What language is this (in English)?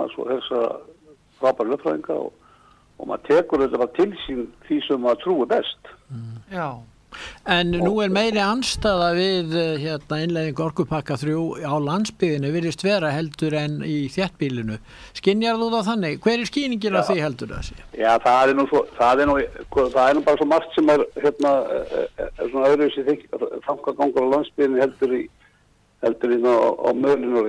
Icelandic